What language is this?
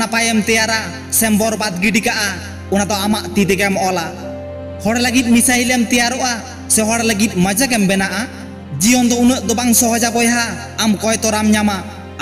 Santali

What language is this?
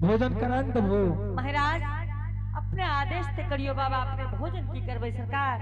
Angika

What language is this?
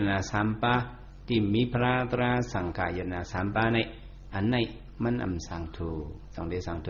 Shan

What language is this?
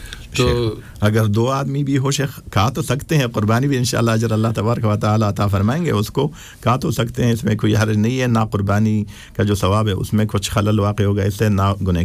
Urdu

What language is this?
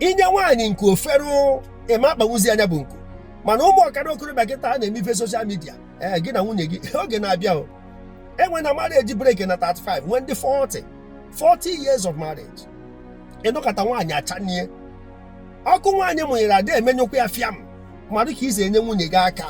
Igbo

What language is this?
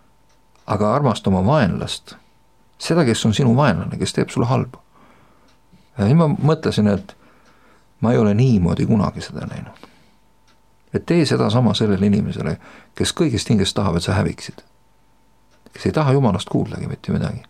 Estonian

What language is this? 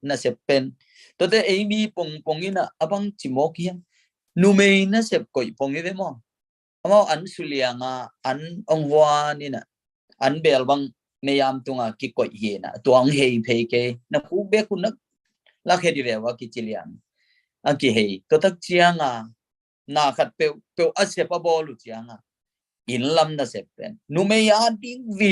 Tedim Chin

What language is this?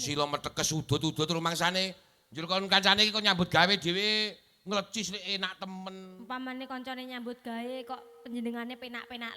Javanese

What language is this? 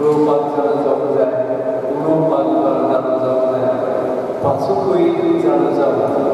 Konkani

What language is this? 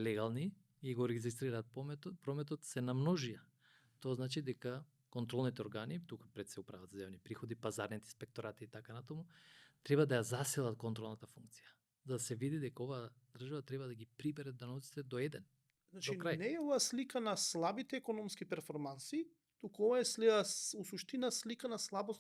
Macedonian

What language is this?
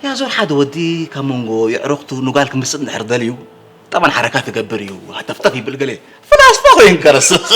Tigrinya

